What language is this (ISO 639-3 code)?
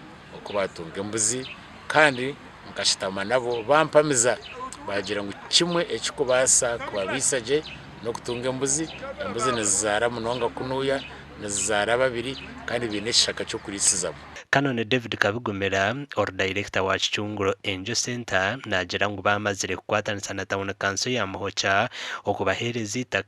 nyn